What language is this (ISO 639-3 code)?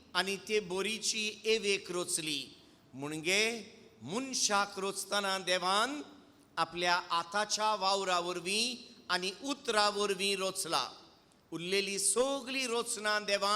kok